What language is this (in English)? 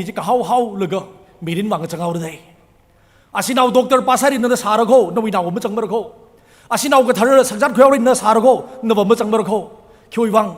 Tangkhul Naga (India)